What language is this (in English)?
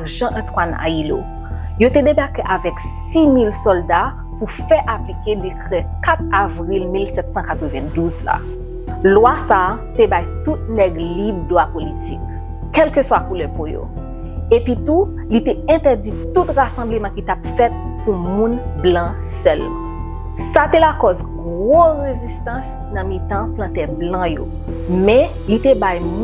Haitian Creole